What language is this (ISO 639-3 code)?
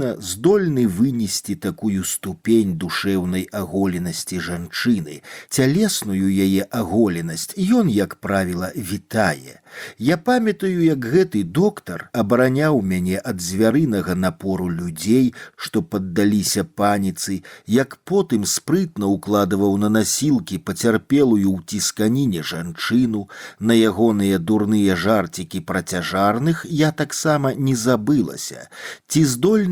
bel